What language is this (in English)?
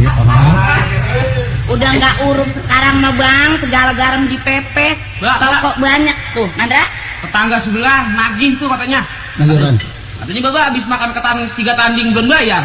Betawi